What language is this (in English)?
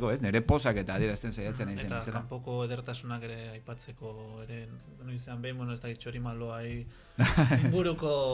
Basque